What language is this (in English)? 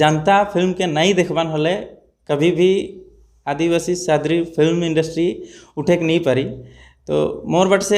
Sadri